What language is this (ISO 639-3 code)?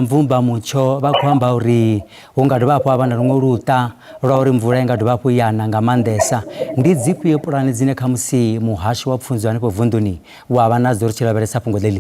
ven